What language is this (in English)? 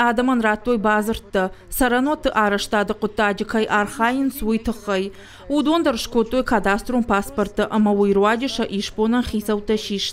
Ossetic